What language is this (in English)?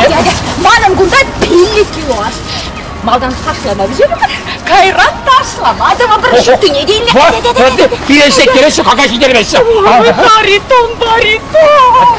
Chuvash